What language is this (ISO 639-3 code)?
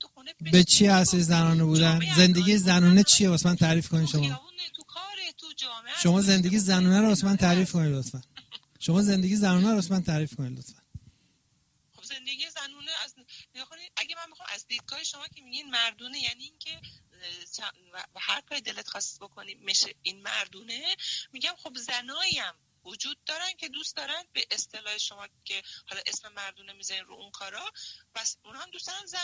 fas